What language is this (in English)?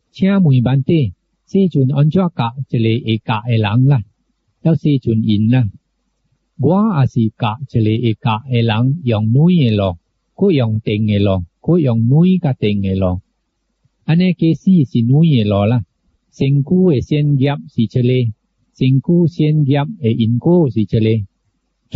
Min Nan Chinese